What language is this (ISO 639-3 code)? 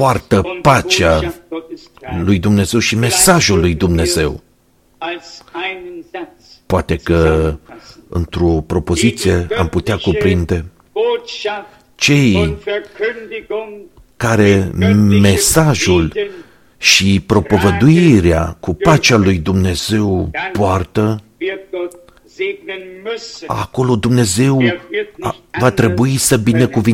ron